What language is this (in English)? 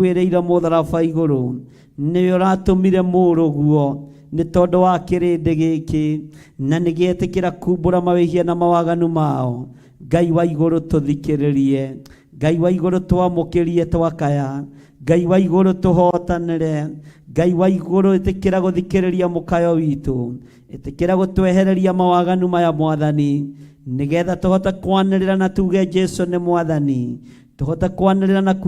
Kikuyu